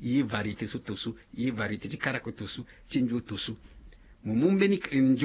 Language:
Sango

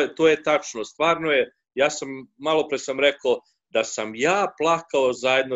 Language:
Serbian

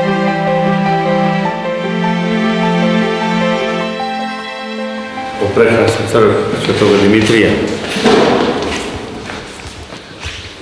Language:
Serbian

